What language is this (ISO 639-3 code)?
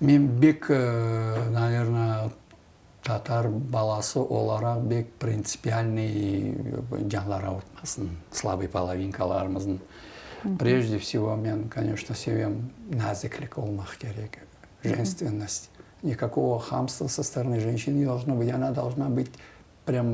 crh